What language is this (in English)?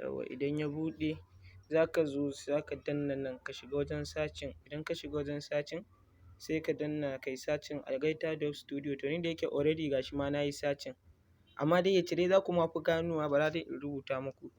Hausa